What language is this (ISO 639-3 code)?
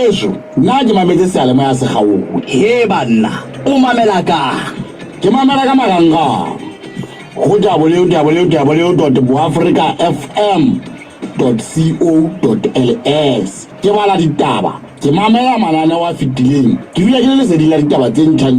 sot